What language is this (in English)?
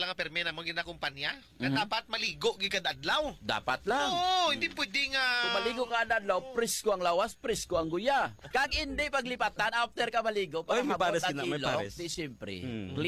Hiligaynon